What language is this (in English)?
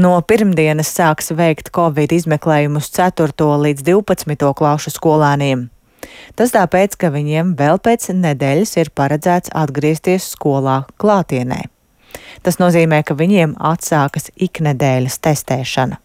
Latvian